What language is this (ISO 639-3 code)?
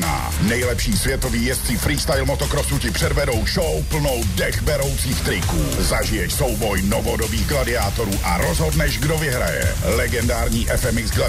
ces